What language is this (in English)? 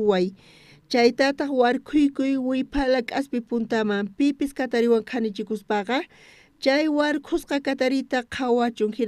South Bolivian Quechua